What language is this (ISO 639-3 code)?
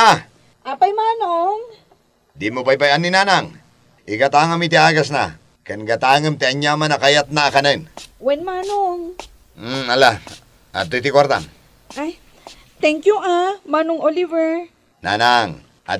ilo